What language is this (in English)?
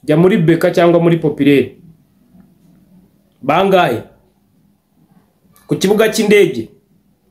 Kinyarwanda